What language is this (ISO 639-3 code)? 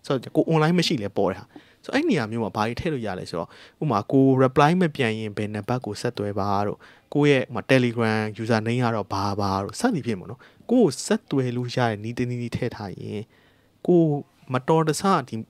mya